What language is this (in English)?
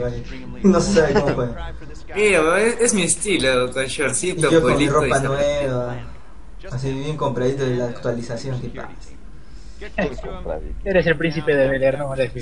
Spanish